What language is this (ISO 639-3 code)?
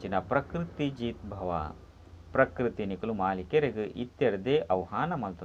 tcy